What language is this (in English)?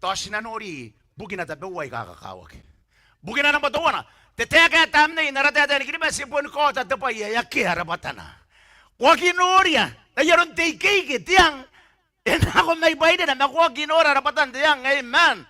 Gilbertese